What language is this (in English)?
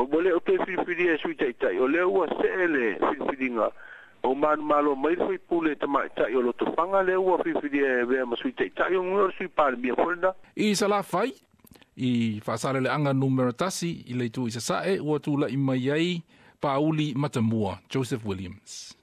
Samoan